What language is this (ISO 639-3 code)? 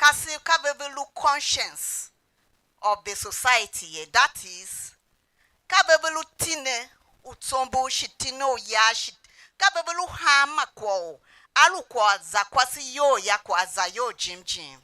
tiv